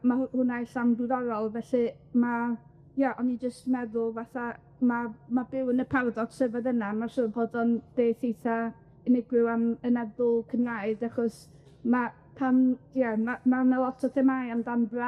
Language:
Welsh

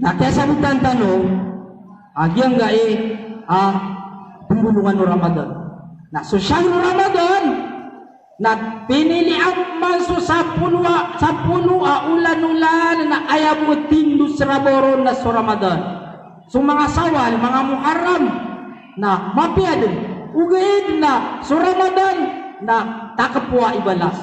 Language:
Maranao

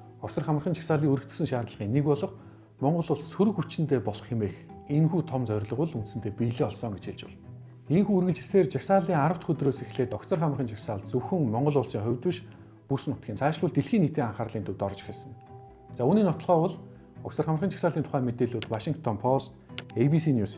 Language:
Mongolian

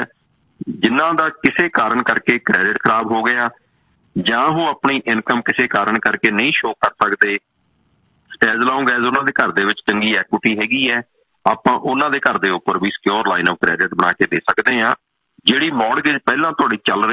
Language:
Punjabi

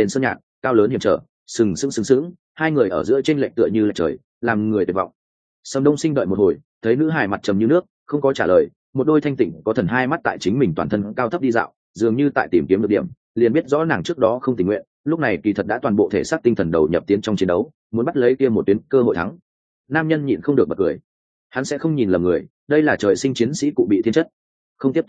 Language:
Vietnamese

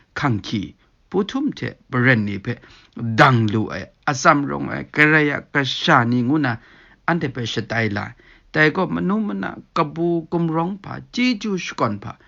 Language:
Kachin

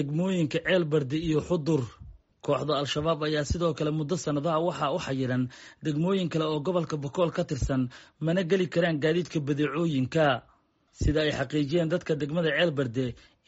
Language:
Somali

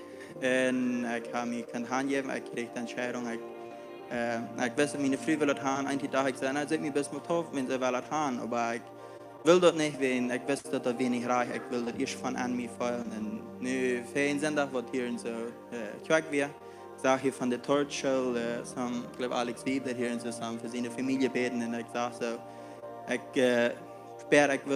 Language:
Plautdietsch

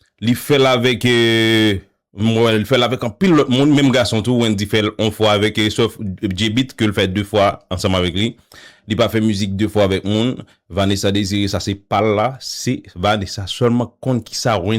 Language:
Haitian Creole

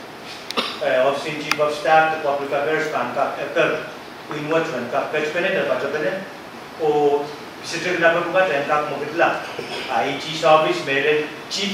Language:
Pohnpeian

